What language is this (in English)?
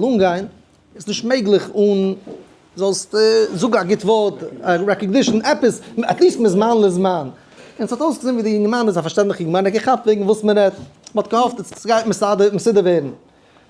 Yiddish